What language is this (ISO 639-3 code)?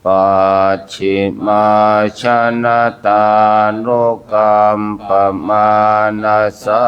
pli